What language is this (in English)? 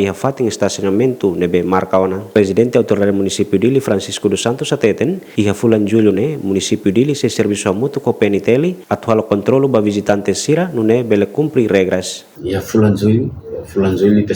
Tetum